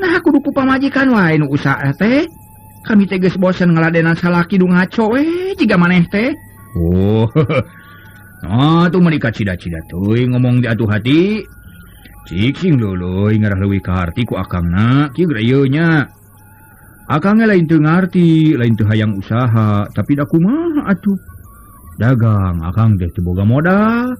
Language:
Sundanese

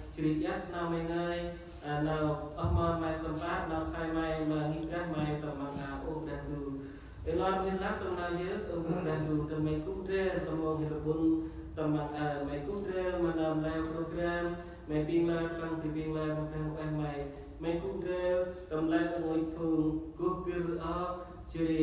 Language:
Central Mnong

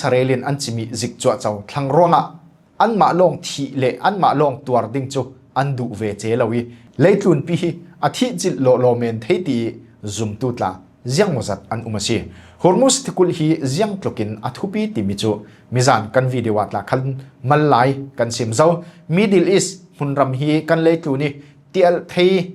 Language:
Falam Chin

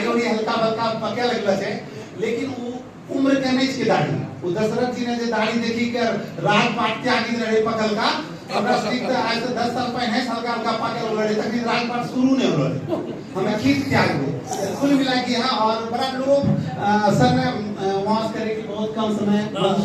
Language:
Angika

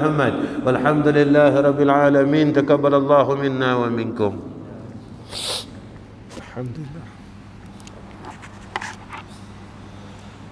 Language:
Malay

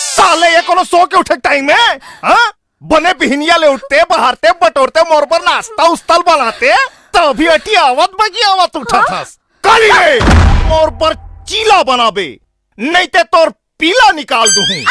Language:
Chhattisgarhi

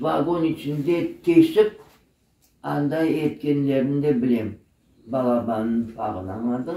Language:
Crimean Tatar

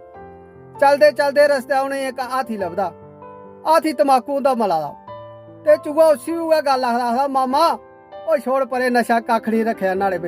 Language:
Dogri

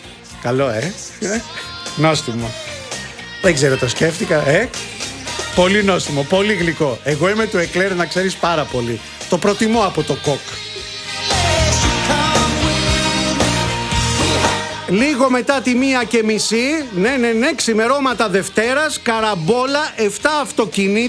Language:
Greek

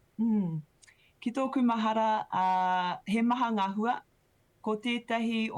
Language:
Māori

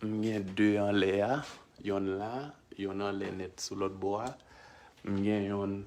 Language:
Haitian Creole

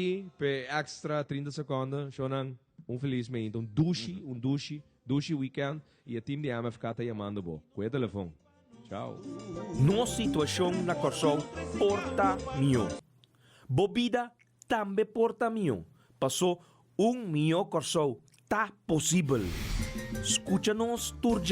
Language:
Papiamento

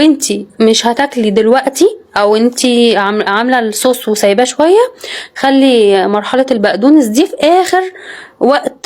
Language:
Egyptian Arabic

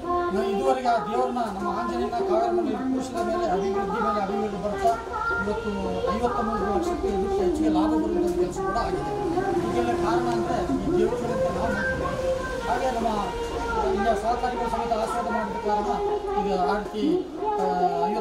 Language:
Kannada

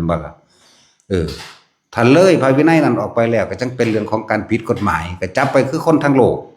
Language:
Northeastern Thai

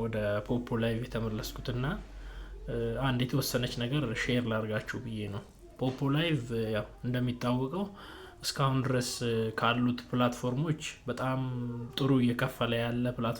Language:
Amharic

